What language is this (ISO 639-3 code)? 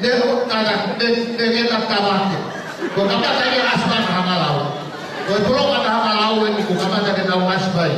ton